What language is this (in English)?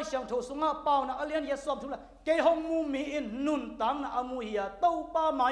Tedim Chin